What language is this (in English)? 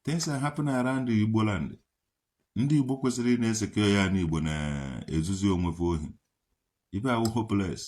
Igbo